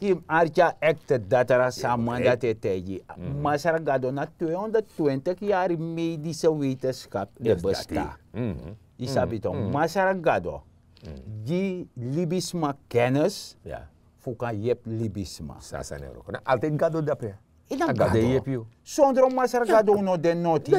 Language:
Sranan Tongo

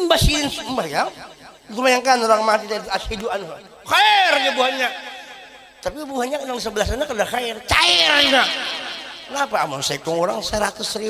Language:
Banjar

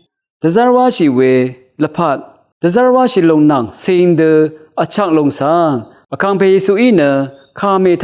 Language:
Rawang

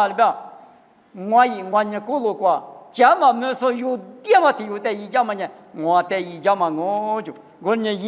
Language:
Lisu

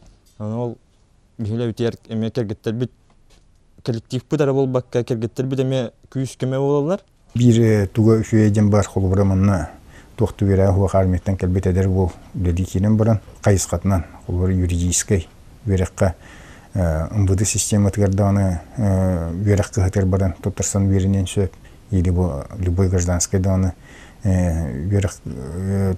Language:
Yakut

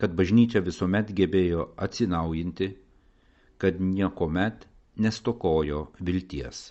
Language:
Lithuanian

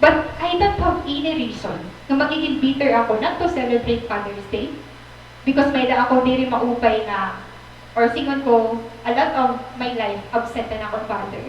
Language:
Waray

